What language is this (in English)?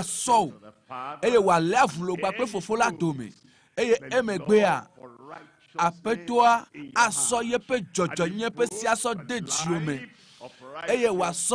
Ewe